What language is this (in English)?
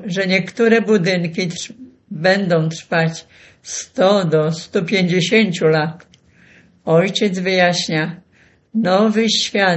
Polish